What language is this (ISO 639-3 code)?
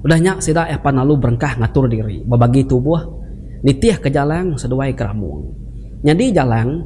iba